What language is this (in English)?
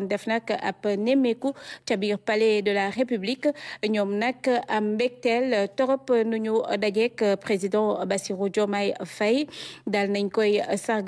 Wolof